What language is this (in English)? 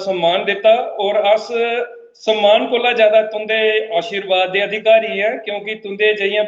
Dogri